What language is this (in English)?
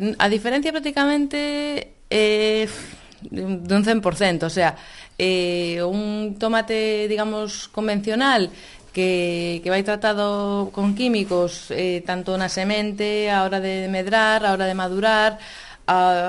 Galician